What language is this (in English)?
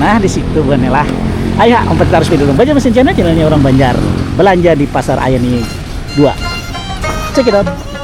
Banjar